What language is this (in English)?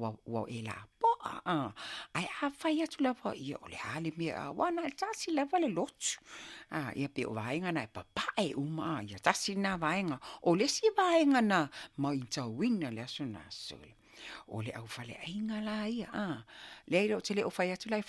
Samoan